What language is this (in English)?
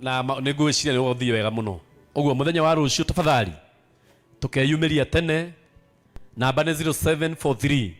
Kikuyu